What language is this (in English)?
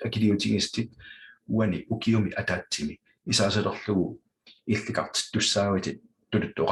Kalaallisut